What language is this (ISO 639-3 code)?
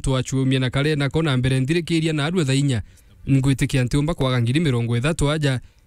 mer